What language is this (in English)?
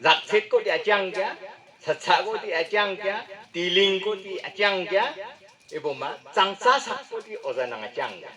Wancho Naga